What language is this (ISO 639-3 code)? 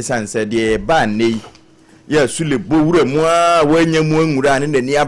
aka